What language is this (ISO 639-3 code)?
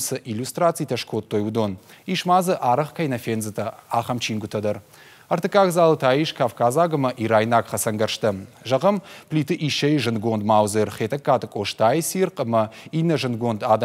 oss